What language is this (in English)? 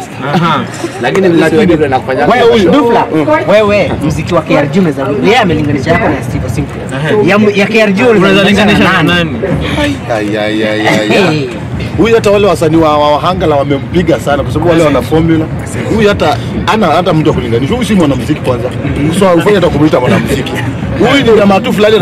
Swahili